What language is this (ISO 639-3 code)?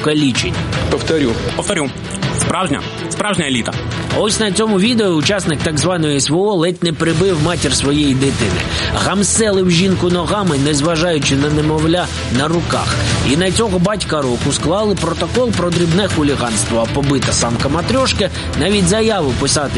ukr